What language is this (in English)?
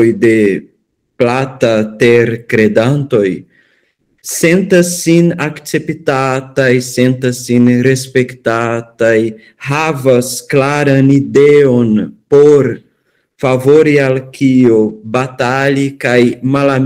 Esperanto